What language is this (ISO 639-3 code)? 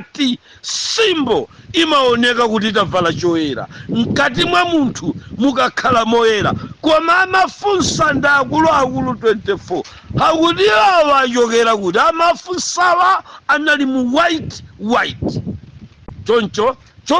nya